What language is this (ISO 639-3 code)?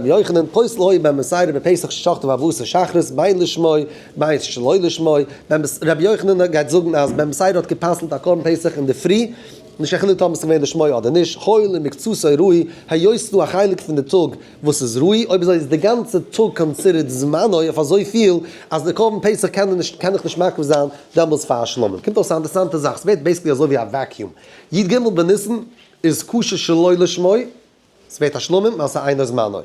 yid